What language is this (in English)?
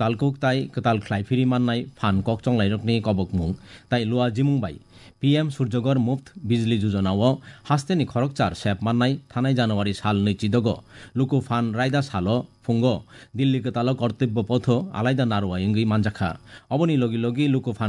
Kok Borok